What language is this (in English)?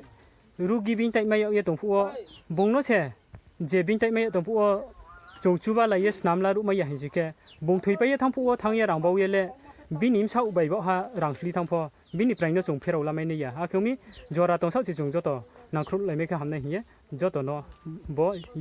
Riang (India)